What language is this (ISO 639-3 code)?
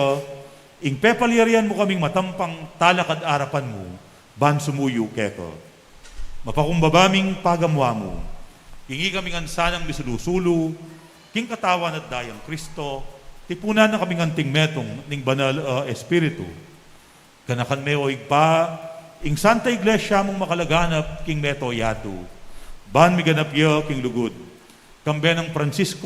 pam